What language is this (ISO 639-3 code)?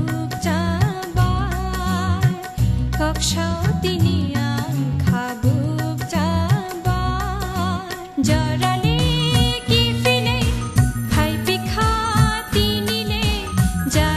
trp